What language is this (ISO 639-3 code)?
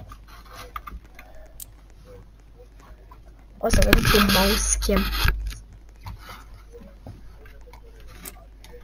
ron